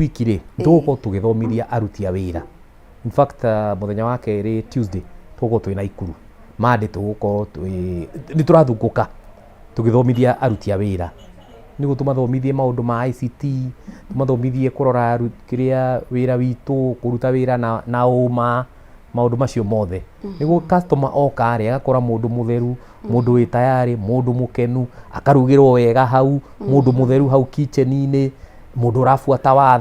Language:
Kikuyu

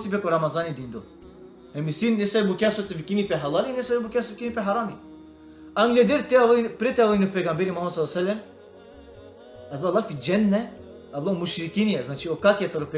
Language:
Balkan Romani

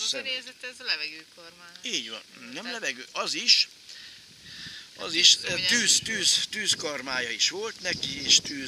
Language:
Hungarian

